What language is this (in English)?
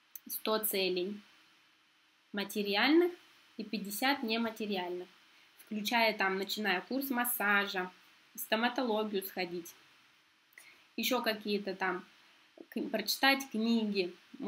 Russian